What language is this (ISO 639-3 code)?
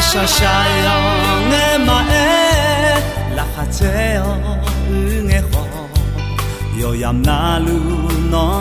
ahk